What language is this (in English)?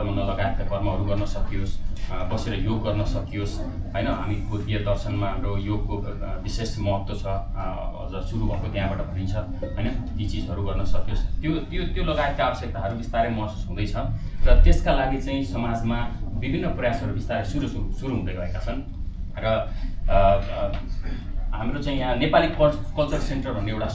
Nepali